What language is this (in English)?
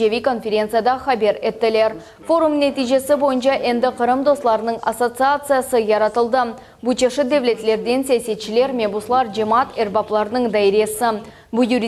Crimean Tatar